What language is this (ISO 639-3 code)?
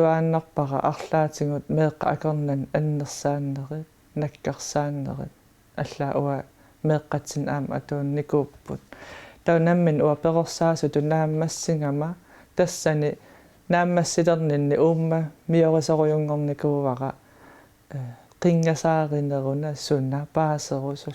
kal